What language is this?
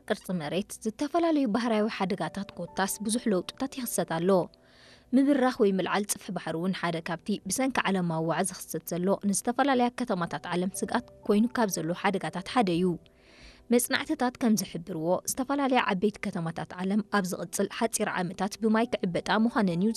Tigrinya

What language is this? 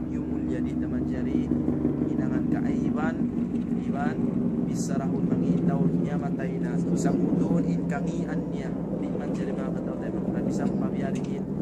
Tausug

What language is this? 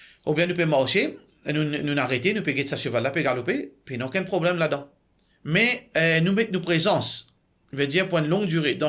Morisyen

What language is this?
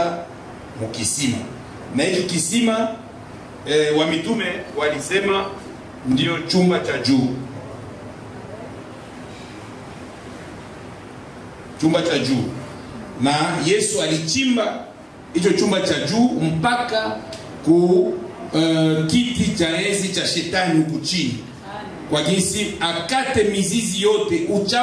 Swahili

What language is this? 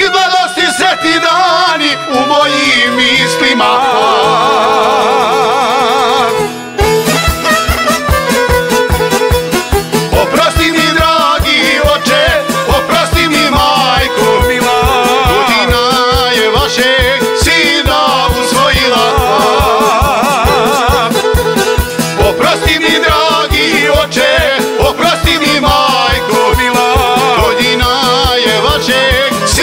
Croatian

